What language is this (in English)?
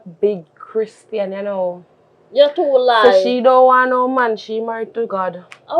Jamaican Creole English